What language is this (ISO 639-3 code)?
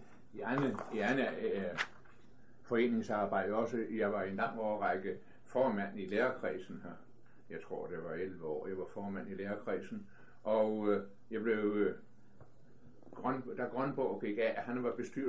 dan